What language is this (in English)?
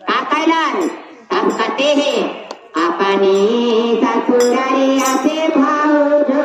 Magahi